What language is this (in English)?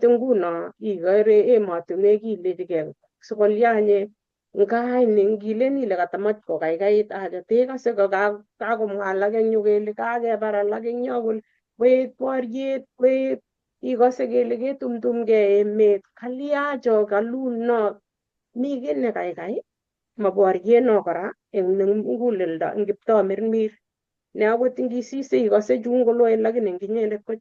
Kalenjin